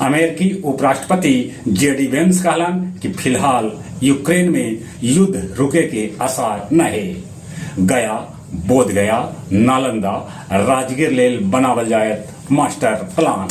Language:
Magahi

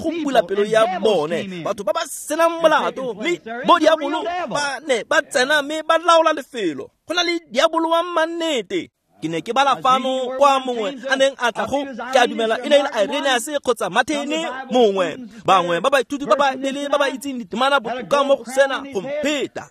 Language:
Tswana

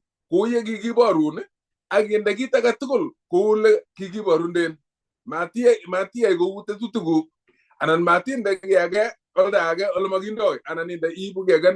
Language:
Kalenjin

